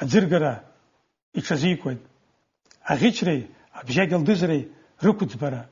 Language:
Abkhazian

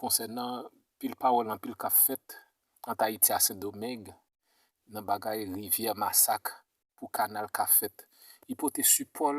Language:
Haitian Creole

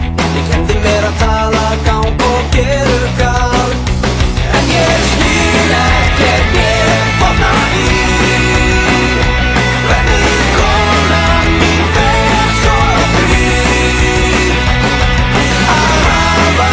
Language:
Icelandic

